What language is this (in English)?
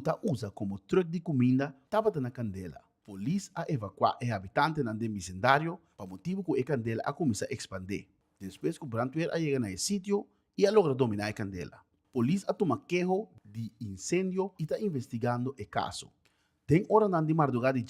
Papiamento